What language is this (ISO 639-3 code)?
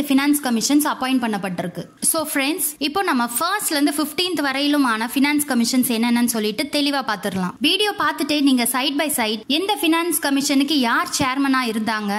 tam